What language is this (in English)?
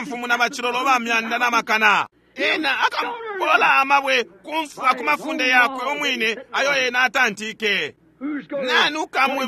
Bemba